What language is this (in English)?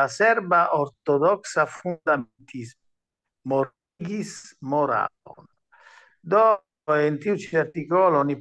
Esperanto